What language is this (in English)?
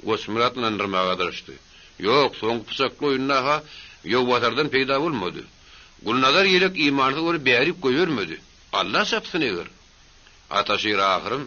Turkmen